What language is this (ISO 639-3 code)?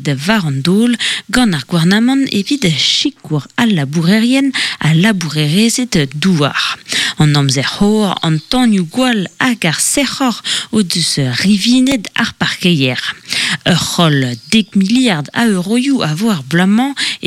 bre